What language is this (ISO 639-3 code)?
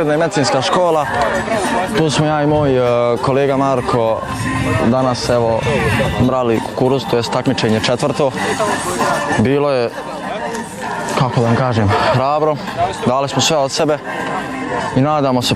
bos